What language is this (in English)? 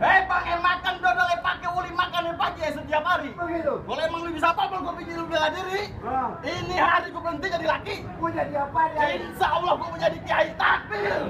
Betawi